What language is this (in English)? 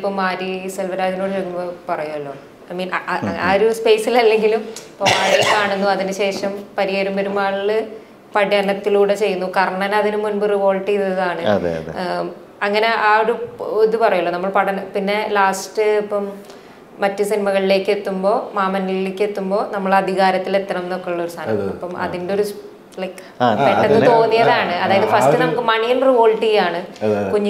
Malayalam